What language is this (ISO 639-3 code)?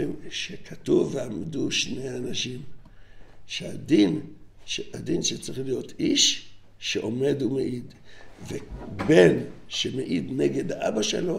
heb